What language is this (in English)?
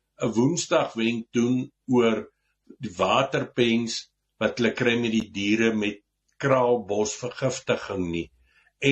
Afrikaans